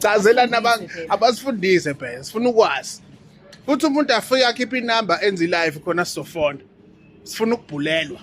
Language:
Zulu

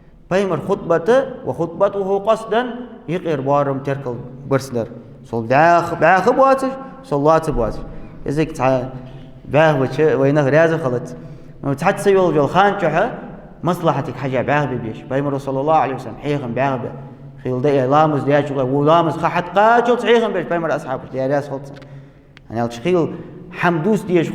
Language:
Ingush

